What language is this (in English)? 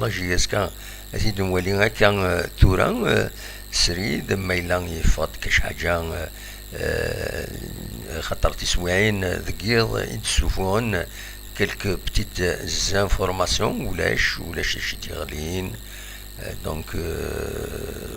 Kabyle